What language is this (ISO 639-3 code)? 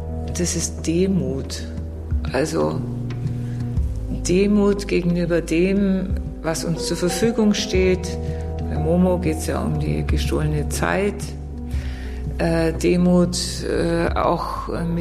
deu